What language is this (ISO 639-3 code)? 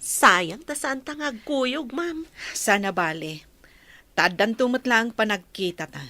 ilo